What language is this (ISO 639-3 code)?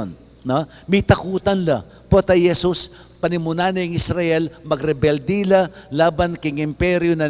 pam